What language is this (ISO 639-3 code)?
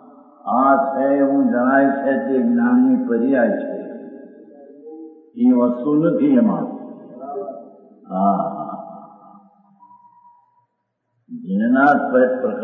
guj